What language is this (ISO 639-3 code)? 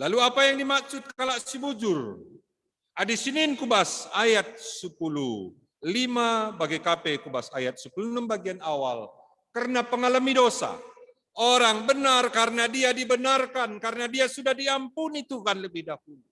btx